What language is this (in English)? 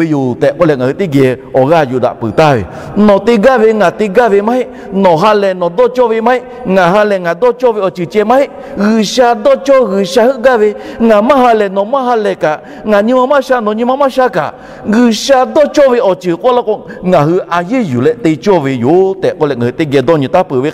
Lahu